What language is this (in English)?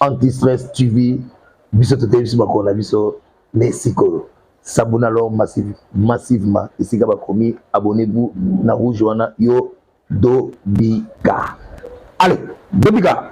Lingala